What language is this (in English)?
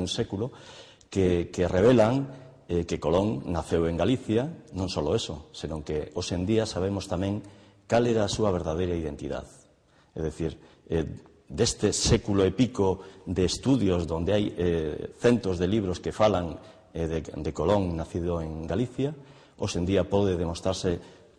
Galician